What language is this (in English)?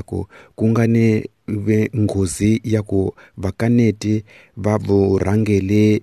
Tsonga